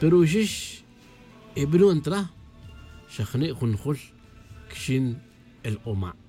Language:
Tz'utujil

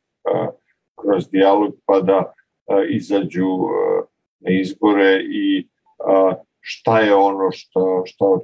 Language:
Serbian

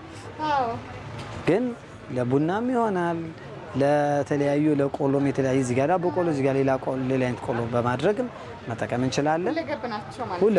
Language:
Amharic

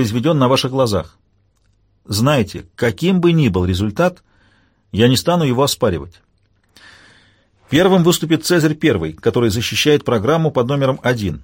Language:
Russian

